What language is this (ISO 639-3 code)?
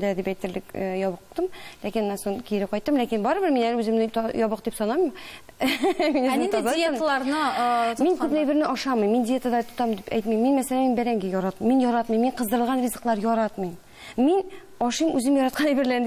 tat